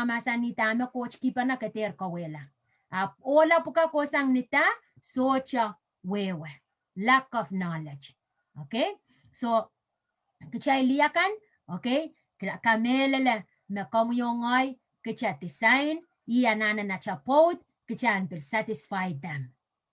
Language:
Pohnpeian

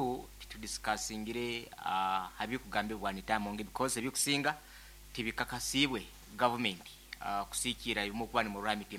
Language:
Nyankole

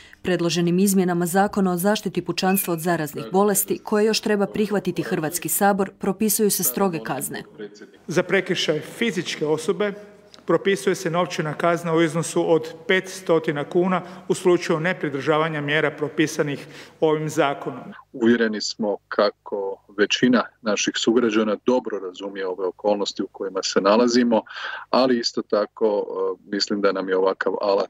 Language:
Croatian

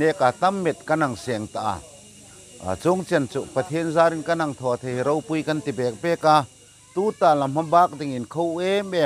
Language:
Hmar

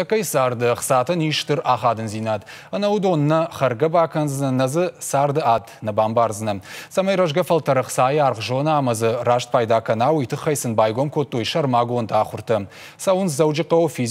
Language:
Ossetic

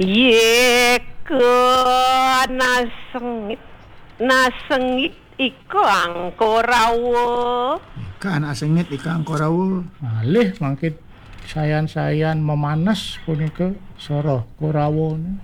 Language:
Balinese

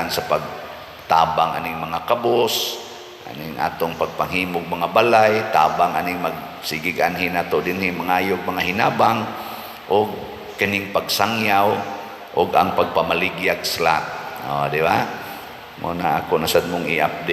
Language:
Cebuano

